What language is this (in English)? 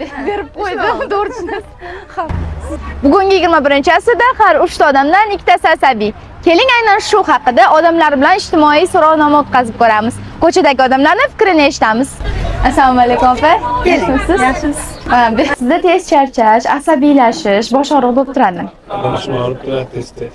Uzbek